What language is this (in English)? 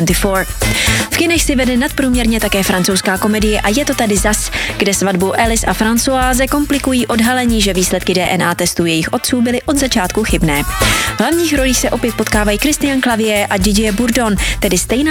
Czech